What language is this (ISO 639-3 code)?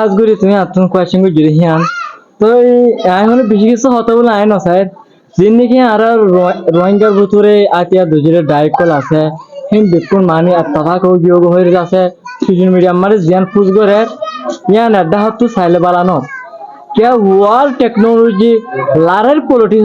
rhg